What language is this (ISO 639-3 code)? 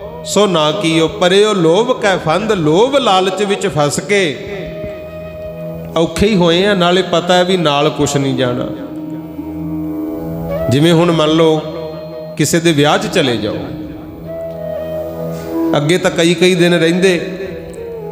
pan